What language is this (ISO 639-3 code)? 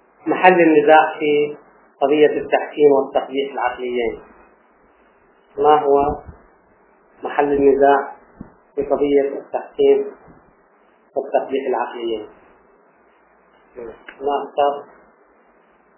ara